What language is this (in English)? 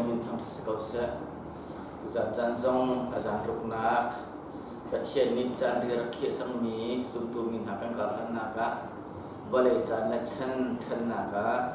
Hakha Chin